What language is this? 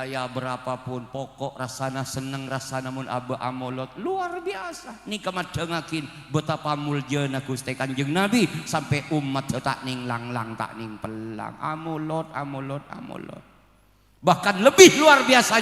Madurese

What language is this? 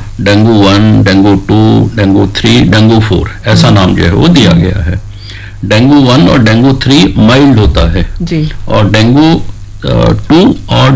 Hindi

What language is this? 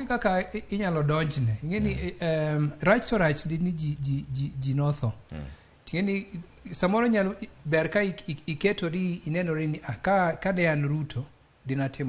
Luo (Kenya and Tanzania)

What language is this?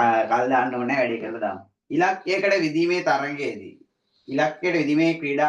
Sinhala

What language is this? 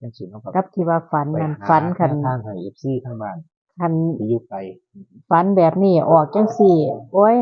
Northeastern Thai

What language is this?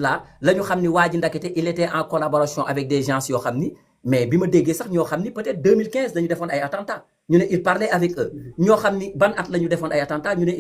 Wolof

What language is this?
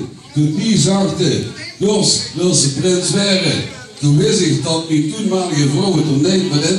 Limburgish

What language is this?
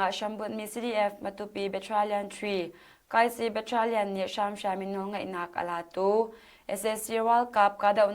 Hakha Chin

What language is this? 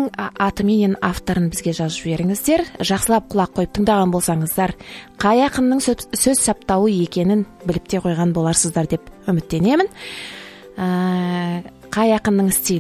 Kazakh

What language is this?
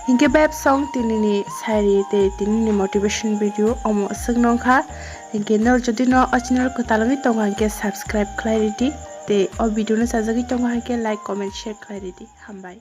Kok Borok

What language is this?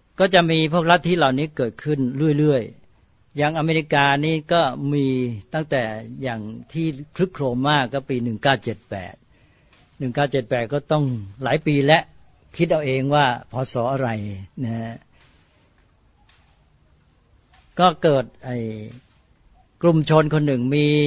Thai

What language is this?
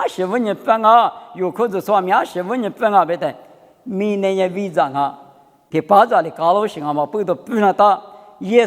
Lisu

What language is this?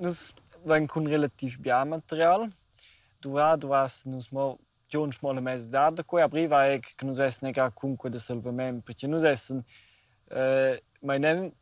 Romansh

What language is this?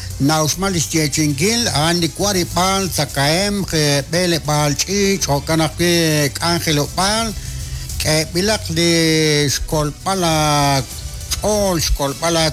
Kekchí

